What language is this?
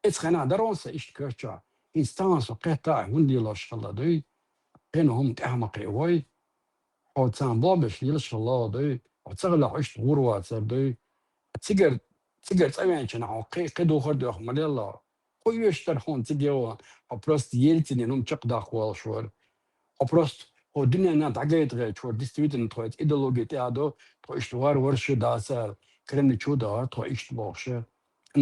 Chechen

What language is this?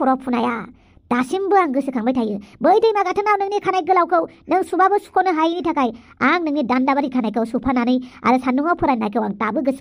Bodo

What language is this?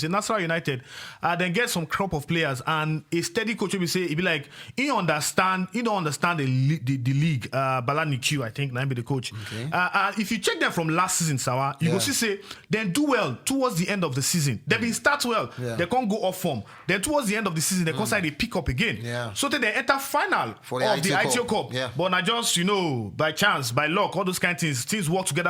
Nigerian Pidgin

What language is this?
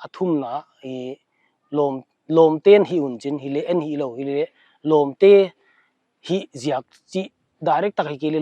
Paite Chin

